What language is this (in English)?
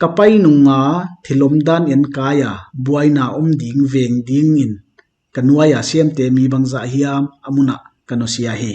Paite Chin